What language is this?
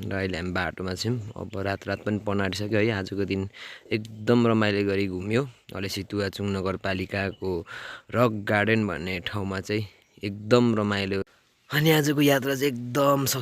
Nepali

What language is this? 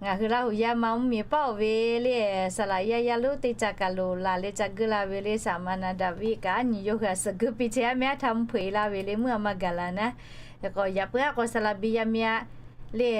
Lahu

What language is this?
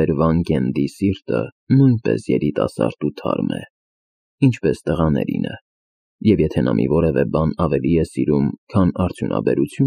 Armenian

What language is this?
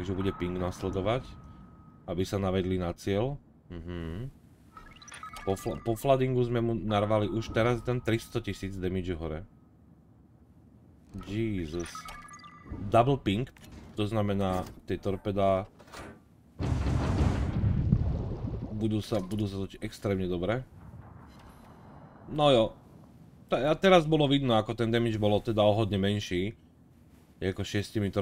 Slovak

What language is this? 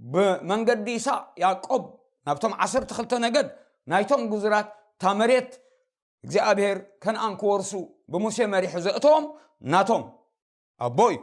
Tigrinya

